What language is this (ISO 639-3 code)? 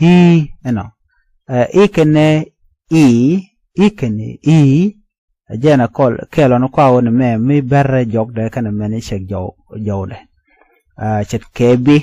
nus